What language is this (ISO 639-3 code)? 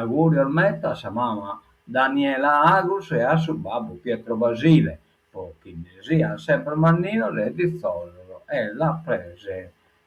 srd